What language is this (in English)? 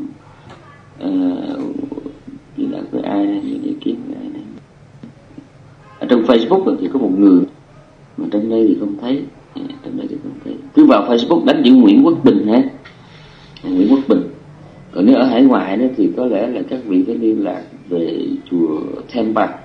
Vietnamese